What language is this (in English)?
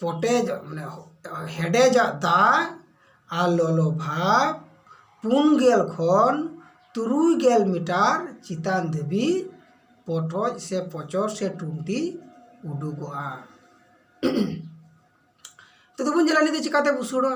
Santali